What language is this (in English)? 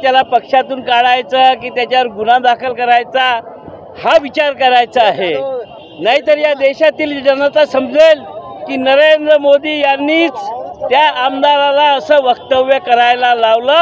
Marathi